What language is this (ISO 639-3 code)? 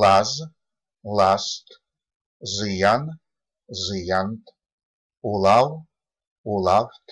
myv